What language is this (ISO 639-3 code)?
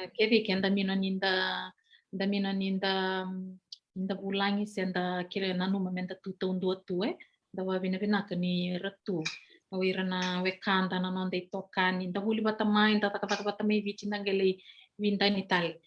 fij